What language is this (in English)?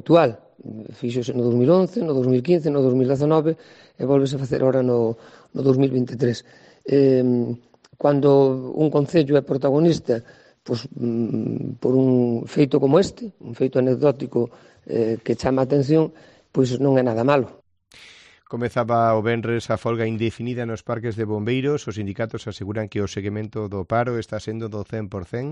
Galician